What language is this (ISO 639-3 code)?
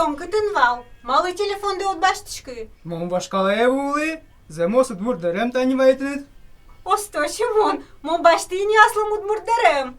udm